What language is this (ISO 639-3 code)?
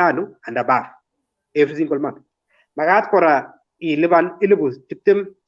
kln